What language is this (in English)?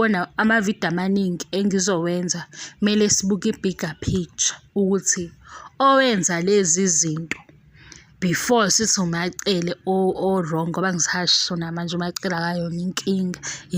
Zulu